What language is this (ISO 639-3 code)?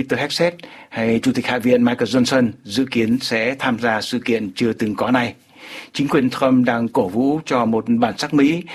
vie